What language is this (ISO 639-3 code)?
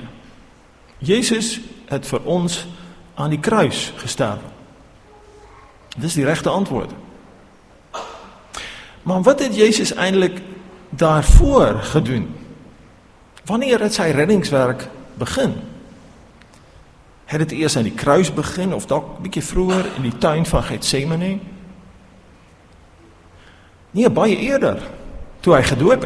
afr